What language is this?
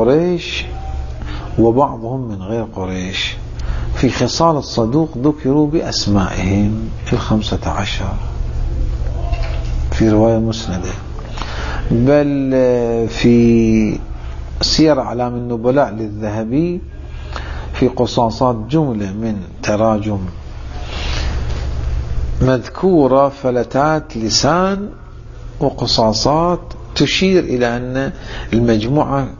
Arabic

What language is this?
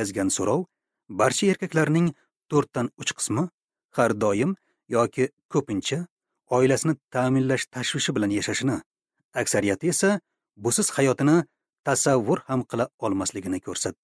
Uzbek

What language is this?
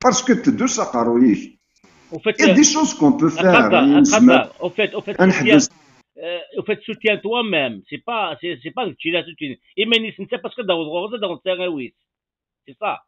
Kabyle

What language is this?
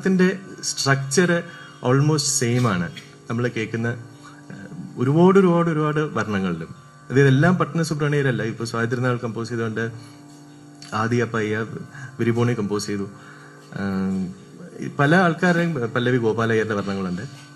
Malayalam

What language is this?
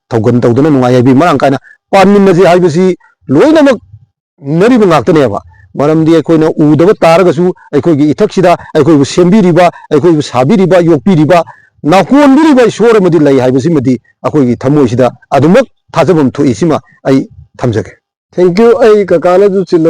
Manipuri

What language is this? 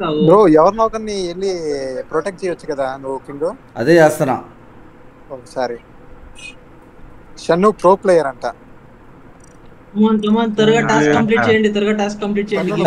Telugu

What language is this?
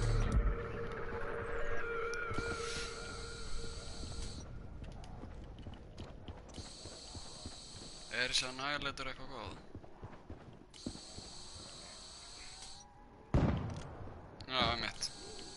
Icelandic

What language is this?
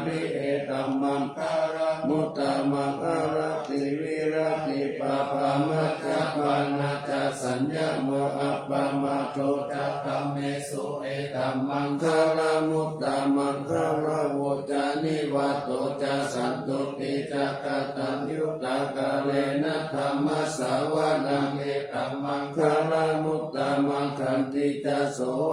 Pali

